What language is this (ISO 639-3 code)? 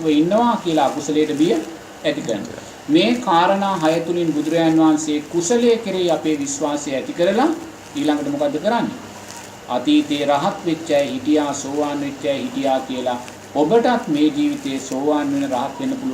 sin